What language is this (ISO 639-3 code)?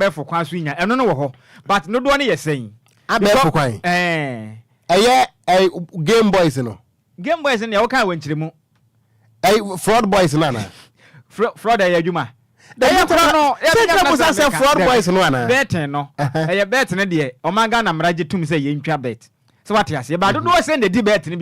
aka